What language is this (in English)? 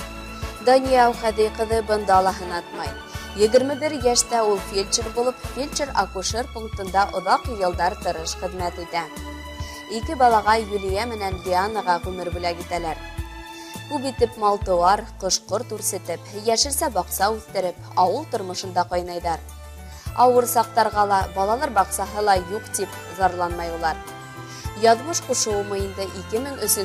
Bashkir